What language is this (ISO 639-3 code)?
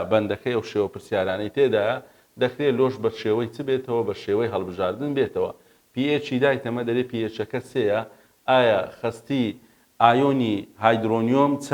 ckb